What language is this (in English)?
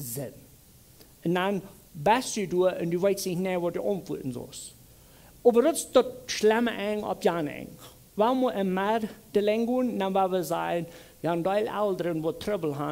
Plautdietsch